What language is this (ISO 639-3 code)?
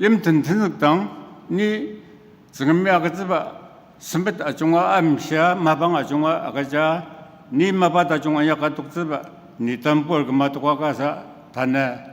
njo